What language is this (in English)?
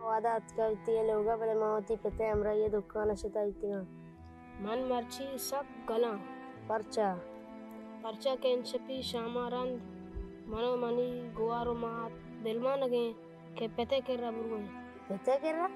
Baluchi